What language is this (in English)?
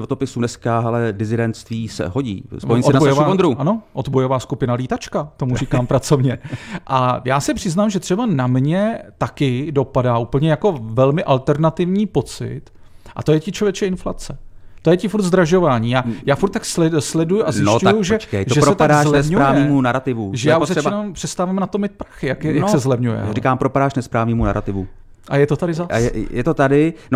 Czech